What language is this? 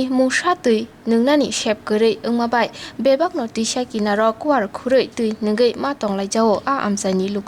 Kok Borok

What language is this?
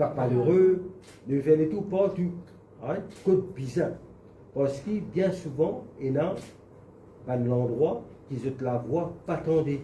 Morisyen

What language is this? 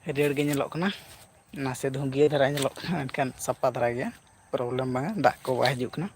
Santali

